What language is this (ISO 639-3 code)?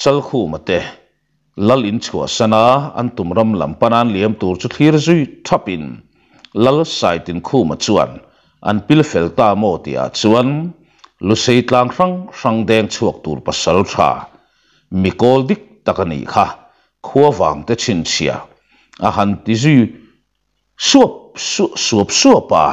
lus